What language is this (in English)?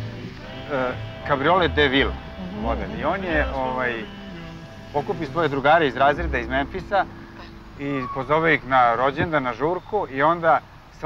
Serbian